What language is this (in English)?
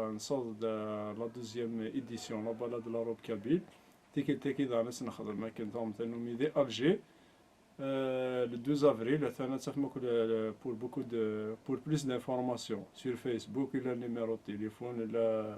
Kabyle